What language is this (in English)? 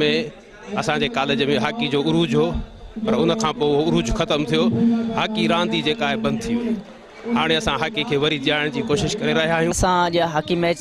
Sindhi